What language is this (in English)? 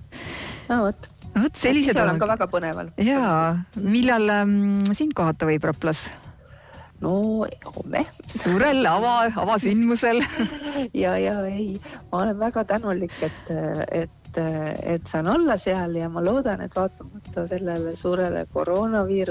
Estonian